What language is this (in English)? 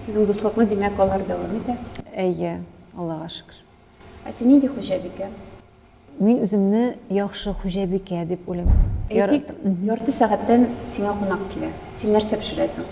Tatar